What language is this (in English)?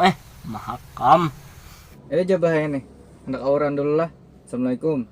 Banjar